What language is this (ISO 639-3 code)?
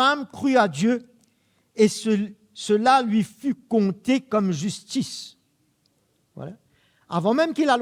mfe